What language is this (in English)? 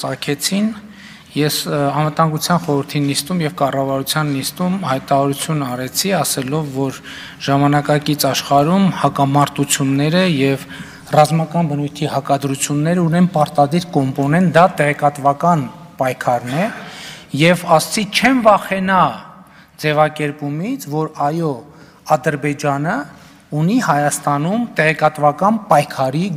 Armenian